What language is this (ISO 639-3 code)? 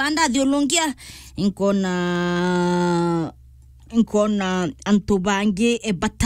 mer